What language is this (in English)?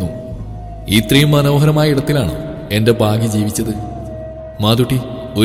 Malayalam